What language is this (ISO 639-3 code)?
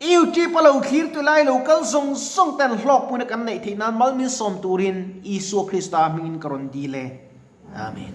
lus